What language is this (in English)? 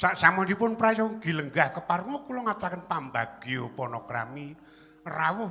Javanese